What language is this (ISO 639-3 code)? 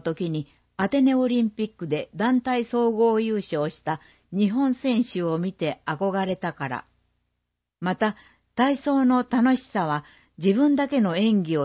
jpn